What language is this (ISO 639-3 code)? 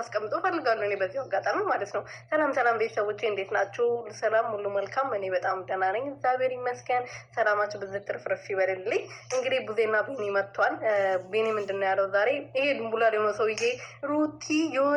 amh